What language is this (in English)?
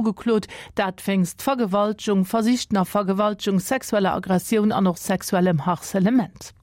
Luxembourgish